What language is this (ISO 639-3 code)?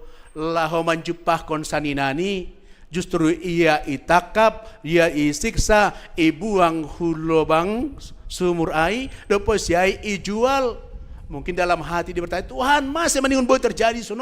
bts